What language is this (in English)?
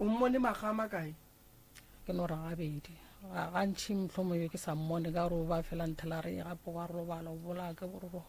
Northern Sotho